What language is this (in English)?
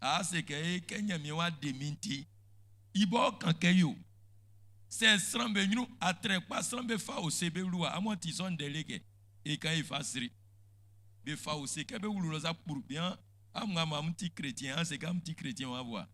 Baoulé